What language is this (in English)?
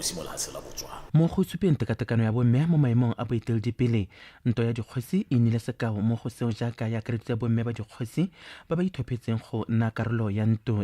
Tswana